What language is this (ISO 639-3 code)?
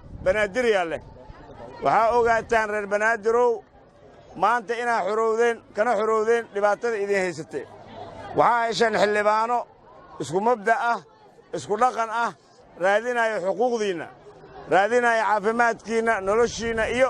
som